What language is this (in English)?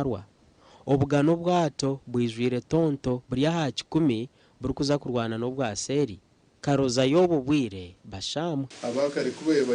Nyankole